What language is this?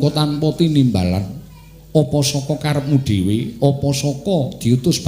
Javanese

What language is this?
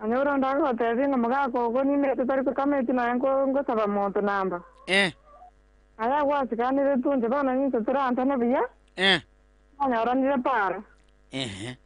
Gusii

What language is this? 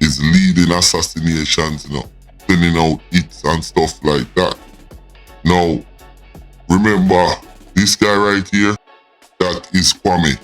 Jamaican Creole English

